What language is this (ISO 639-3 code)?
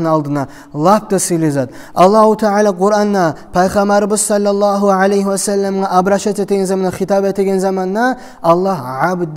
kum